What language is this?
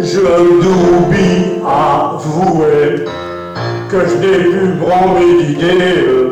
Picard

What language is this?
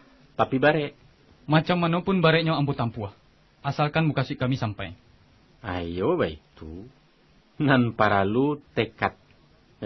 Minangkabau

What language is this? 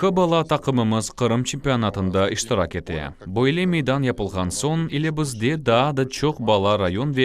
Crimean Tatar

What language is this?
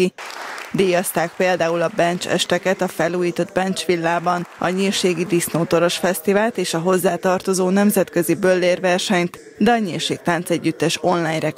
Hungarian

